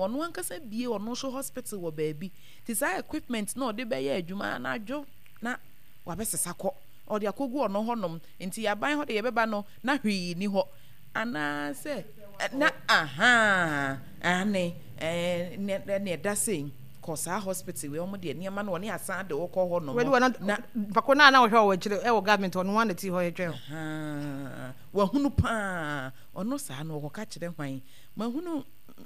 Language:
Akan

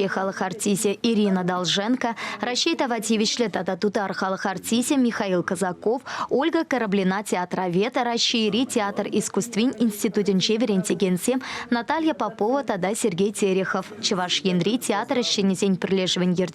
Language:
Chuvash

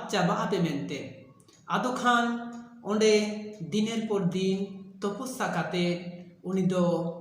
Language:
Santali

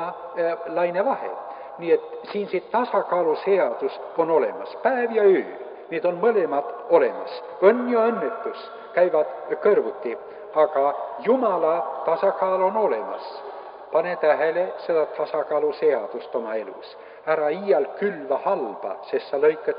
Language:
Estonian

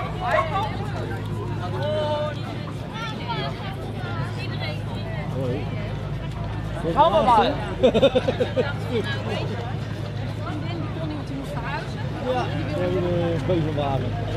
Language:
Dutch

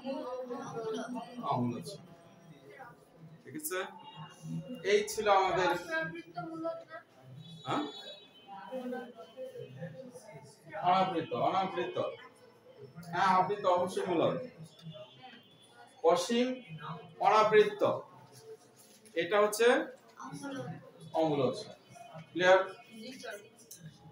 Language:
Bangla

